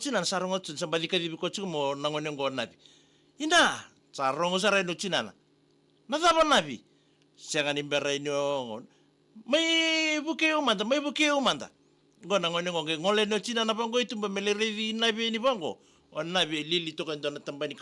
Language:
Fijian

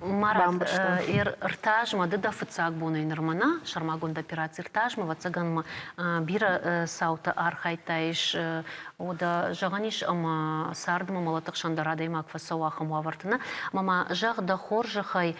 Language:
Ossetic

